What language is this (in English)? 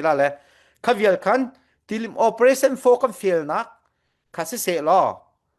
Falam Chin